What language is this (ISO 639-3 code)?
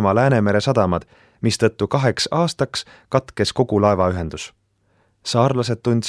est